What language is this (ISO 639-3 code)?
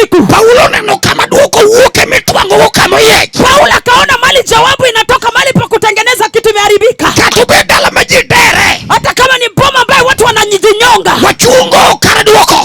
luo